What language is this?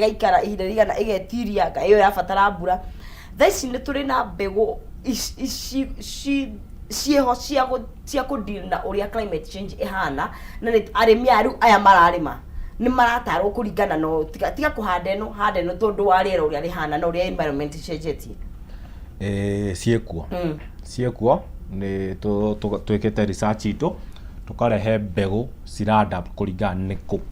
Kikuyu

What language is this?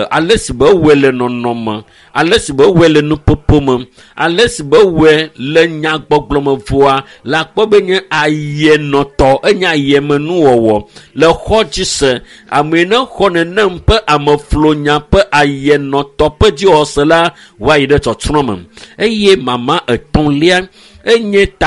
Ewe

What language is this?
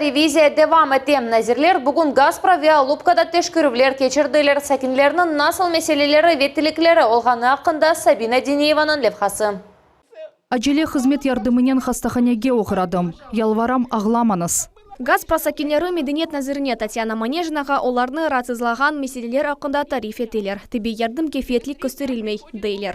Crimean Tatar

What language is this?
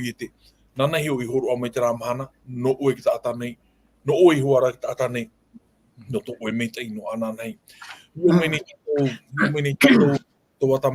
Tahitian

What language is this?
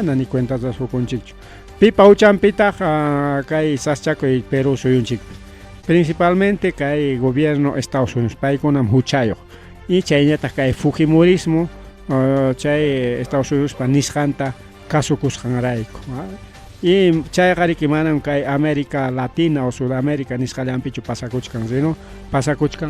Ayacucho Quechua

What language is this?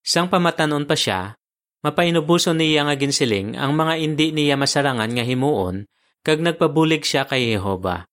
Hiligaynon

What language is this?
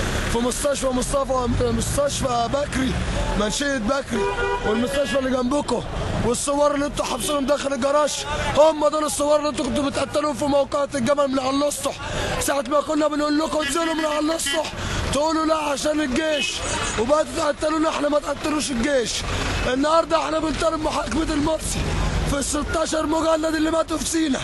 Egyptian Arabic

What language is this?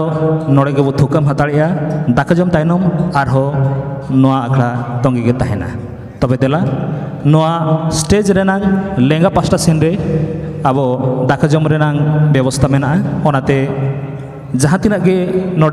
Santali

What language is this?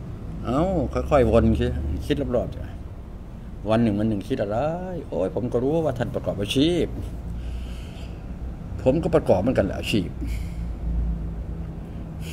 Thai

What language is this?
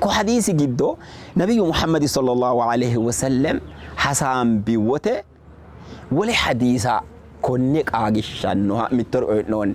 Sidamo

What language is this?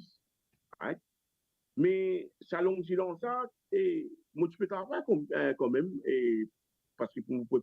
Morisyen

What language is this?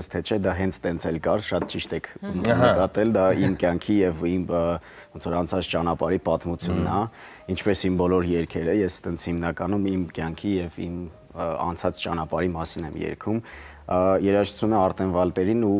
Armenian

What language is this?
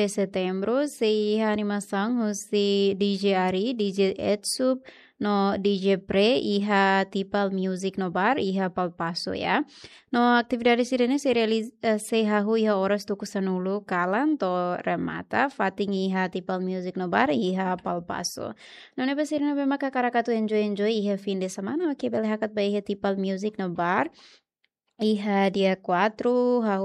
Tetum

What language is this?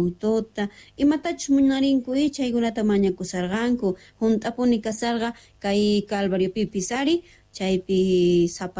South Bolivian Quechua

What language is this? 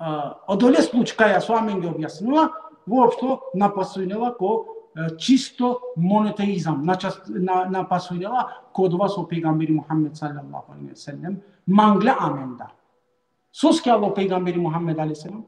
Balkan Romani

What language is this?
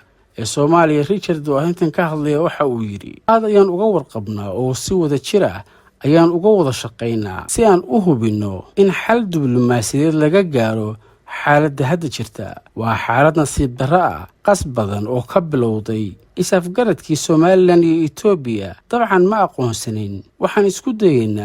Somali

